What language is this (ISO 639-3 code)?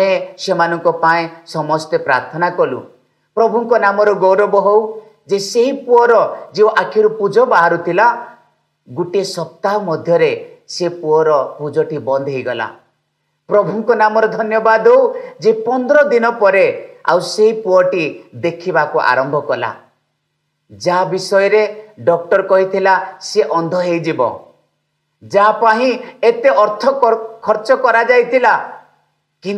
ori